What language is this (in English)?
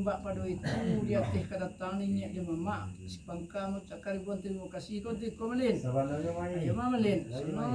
Minangkabau